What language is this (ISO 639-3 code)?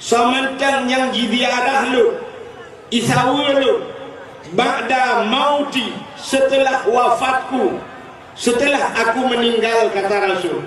ace